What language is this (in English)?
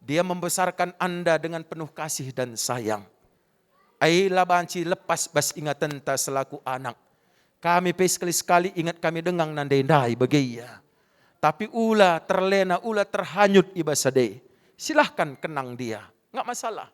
Batak Karo